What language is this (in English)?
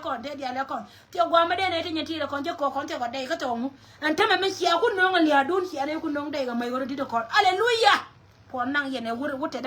Nuer